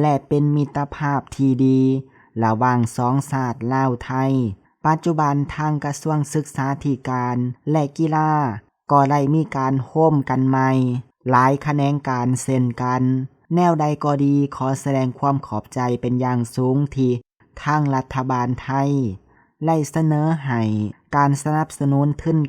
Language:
Lao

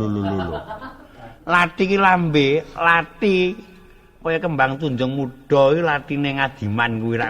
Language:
Javanese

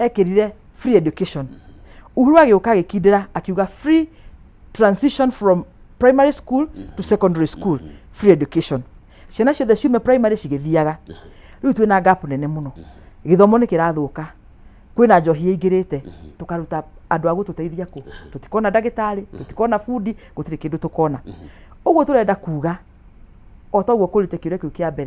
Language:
Kikuyu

